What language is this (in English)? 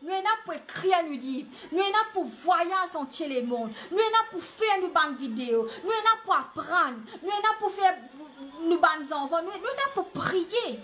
Morisyen